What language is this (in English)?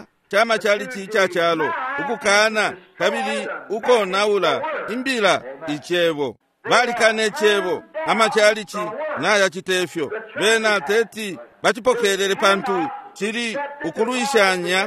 Bemba